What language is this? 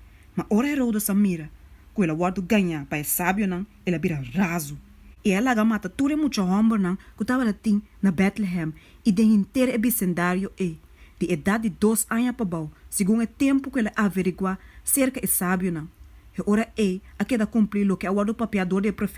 Papiamento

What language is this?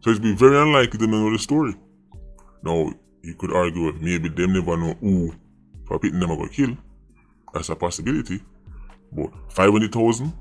Jamaican Creole English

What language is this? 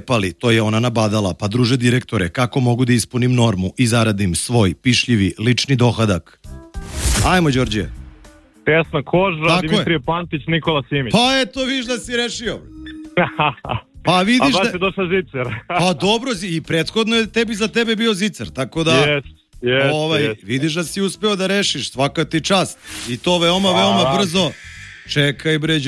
Serbian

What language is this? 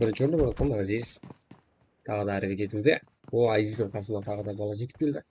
Kara-Kalpak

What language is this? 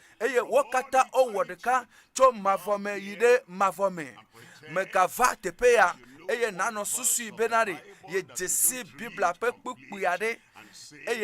Ewe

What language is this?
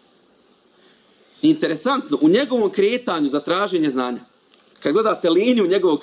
Bosnian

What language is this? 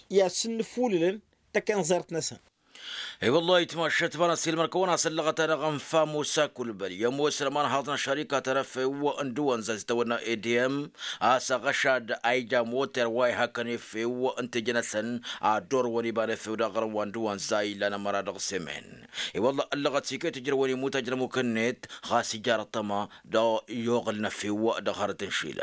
Tamasheq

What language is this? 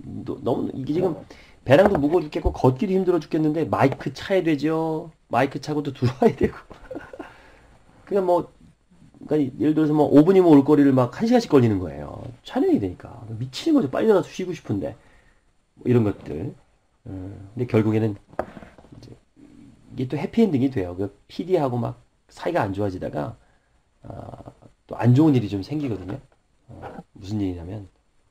Korean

